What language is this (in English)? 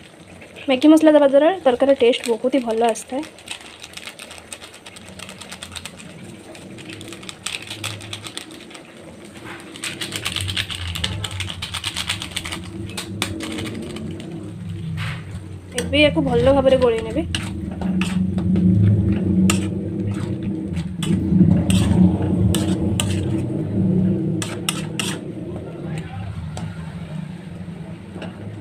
Odia